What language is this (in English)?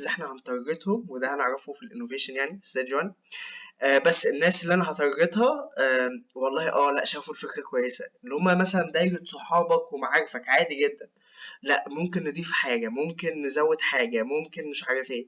Egyptian Arabic